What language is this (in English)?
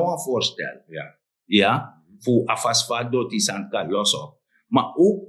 Sranan Tongo